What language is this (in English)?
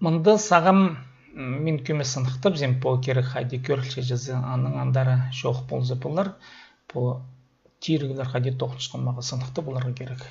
Khakas